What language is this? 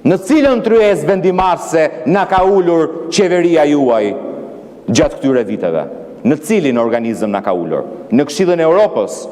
Albanian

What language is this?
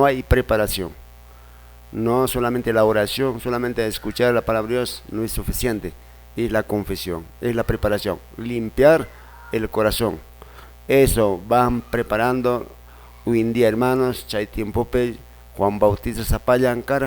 Quechua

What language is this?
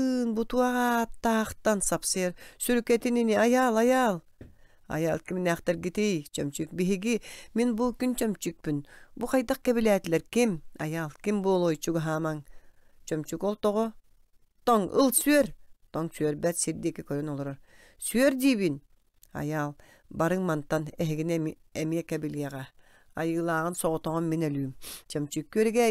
Yakut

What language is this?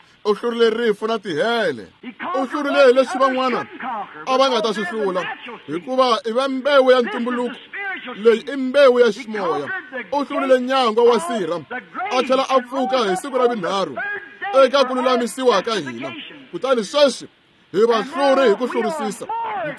Tsonga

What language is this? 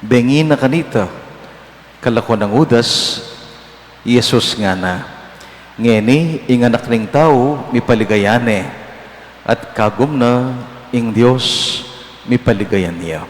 Pampanga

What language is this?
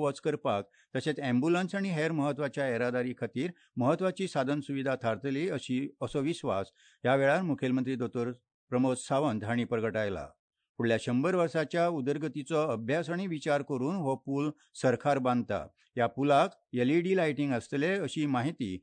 Konkani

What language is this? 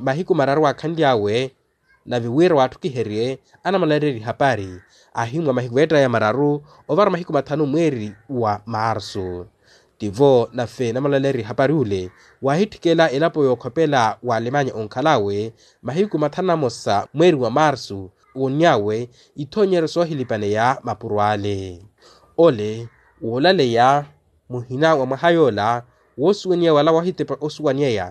Makhuwa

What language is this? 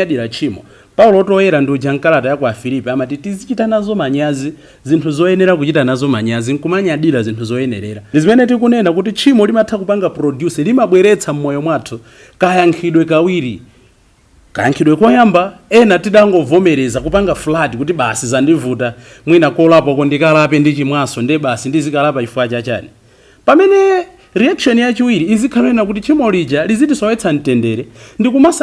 Nyanja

